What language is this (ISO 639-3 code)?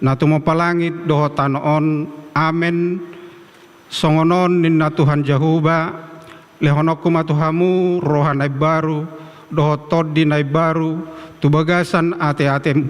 bbc